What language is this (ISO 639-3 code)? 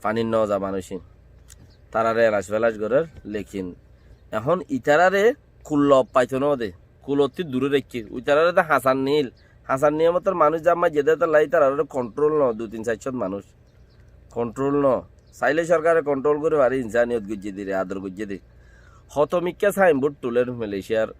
rhg